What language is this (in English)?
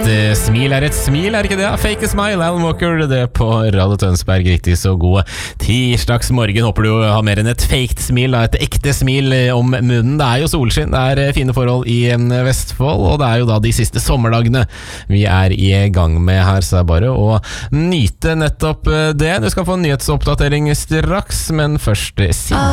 Norwegian